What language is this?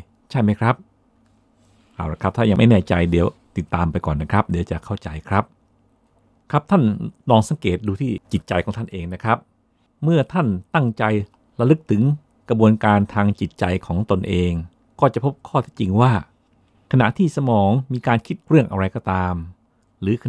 Thai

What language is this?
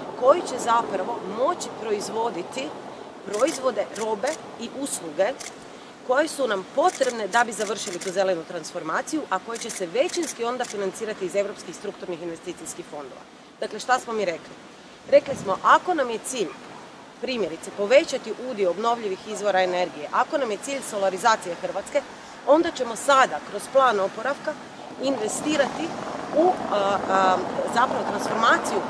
Croatian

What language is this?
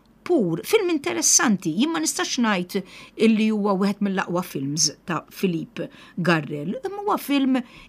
Maltese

